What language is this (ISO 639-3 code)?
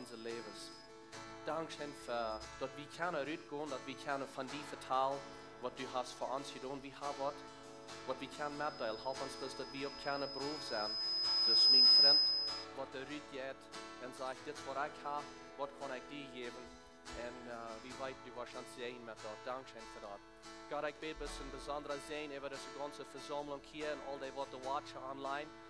pdt